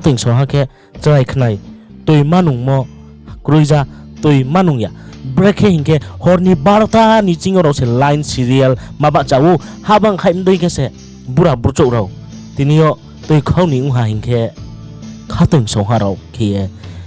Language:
Riang (India)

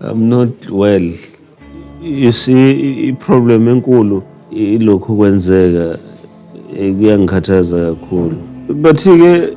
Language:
Zulu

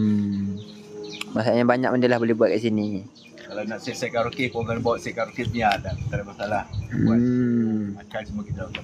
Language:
Malay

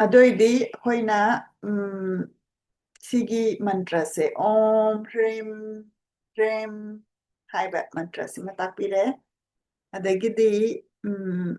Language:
Manipuri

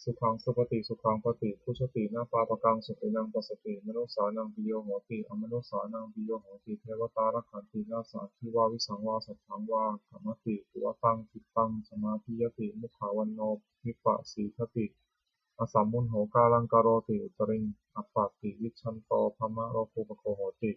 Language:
Pali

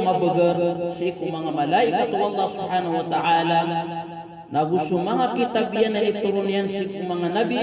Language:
Maranao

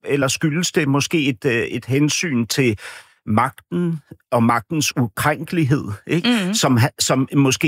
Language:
Danish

